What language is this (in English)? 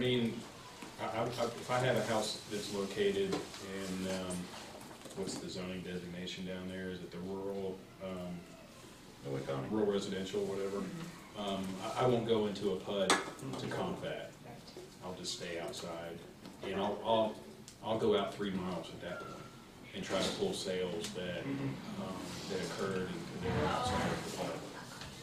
English